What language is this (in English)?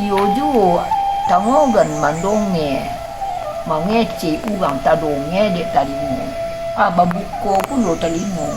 Minangkabau